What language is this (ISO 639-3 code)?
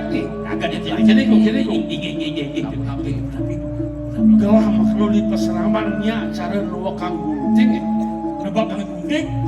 ban